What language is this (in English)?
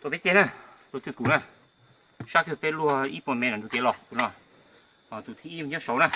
Hmong